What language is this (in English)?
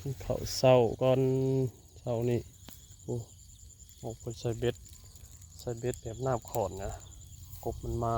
Northeastern Thai